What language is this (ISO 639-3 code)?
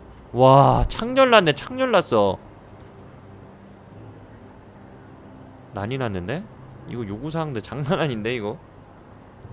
kor